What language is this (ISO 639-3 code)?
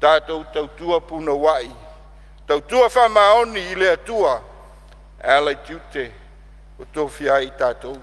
smo